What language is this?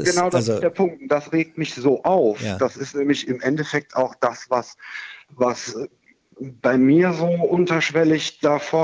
German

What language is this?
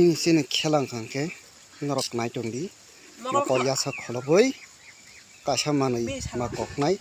Kok Borok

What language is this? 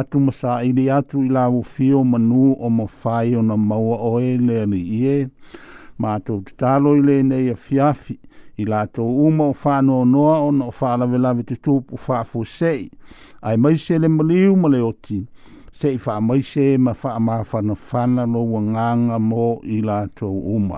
Samoan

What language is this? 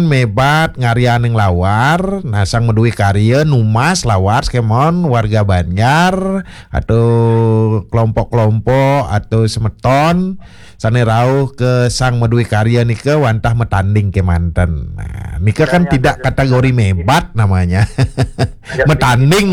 Balinese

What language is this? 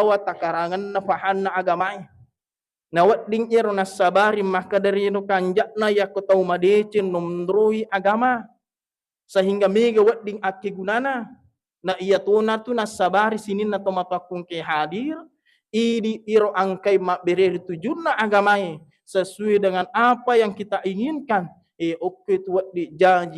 Buginese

